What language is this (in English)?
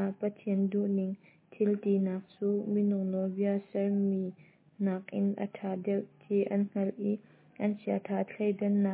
Hakha Chin